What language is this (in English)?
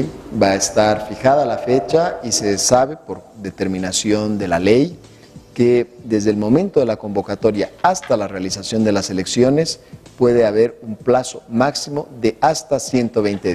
Spanish